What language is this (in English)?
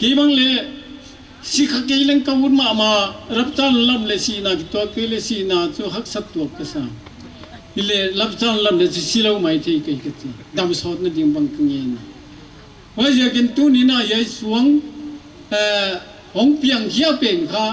Paite Chin